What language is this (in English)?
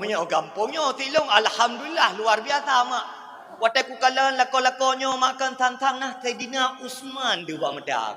Achinese